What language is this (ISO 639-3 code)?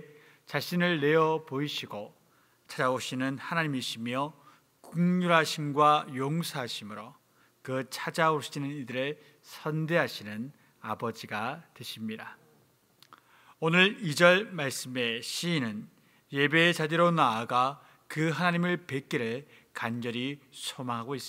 kor